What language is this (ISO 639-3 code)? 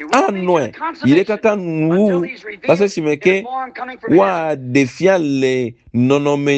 ewe